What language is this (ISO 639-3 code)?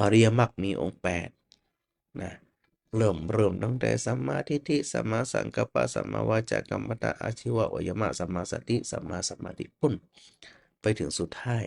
nod